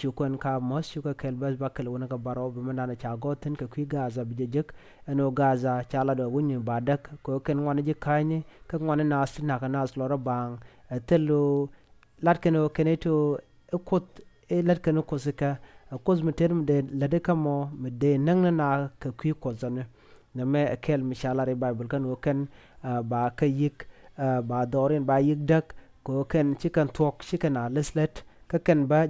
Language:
Nuer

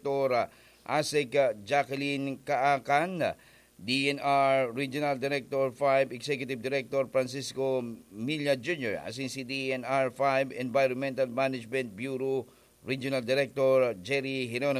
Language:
Bikol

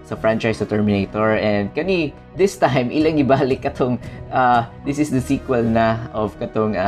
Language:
Cebuano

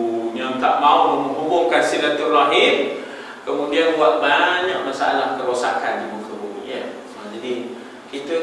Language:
Malay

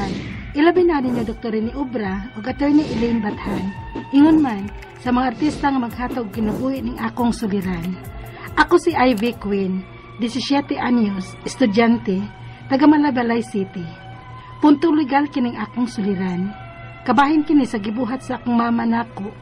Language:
Cebuano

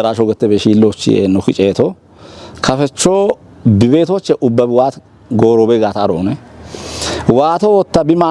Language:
Kafa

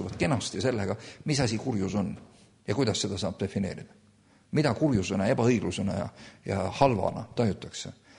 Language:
Estonian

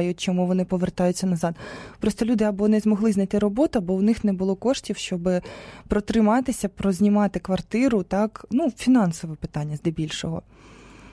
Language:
Ukrainian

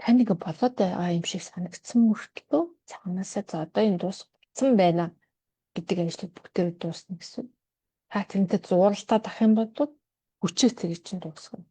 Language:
Mongolian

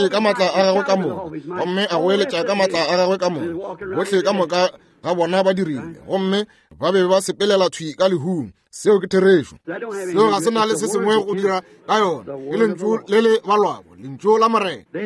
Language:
Northern Sotho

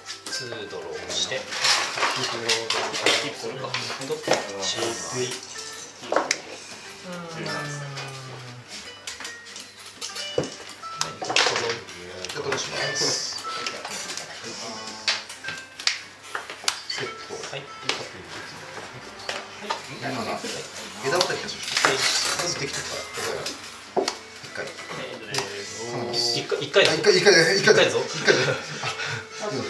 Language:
Japanese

